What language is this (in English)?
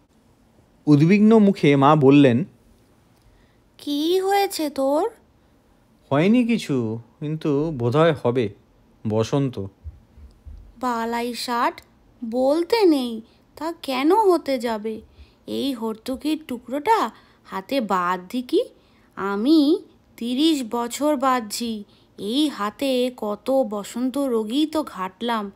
Bangla